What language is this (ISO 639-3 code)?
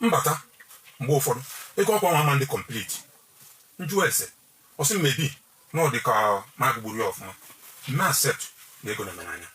ibo